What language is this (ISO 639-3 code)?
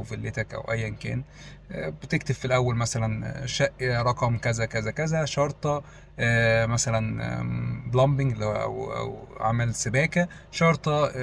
arz